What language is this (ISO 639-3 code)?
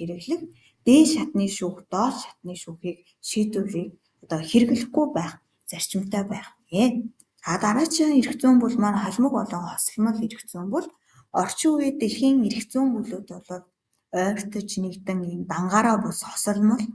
mon